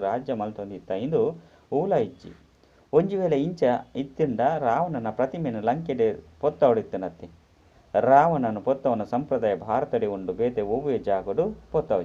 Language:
Tulu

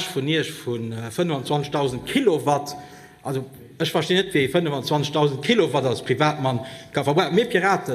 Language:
Luxembourgish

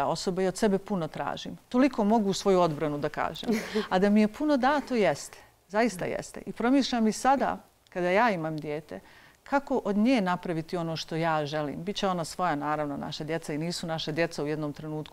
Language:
Bosnian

